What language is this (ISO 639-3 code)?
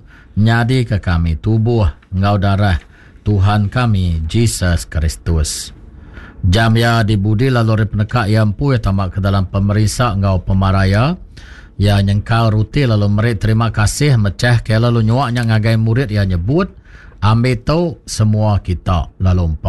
iba